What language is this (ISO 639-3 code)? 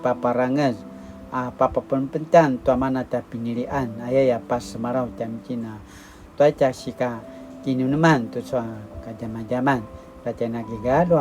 pwn